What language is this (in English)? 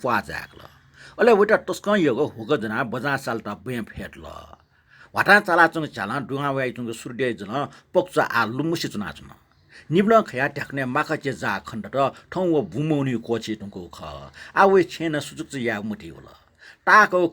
Newari